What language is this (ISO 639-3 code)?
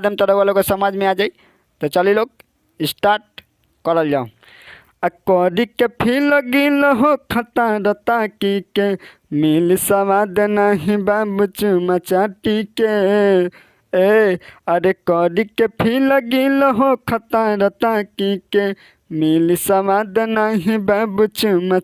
bho